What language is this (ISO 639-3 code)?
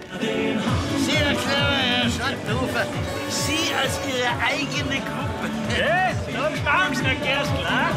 bar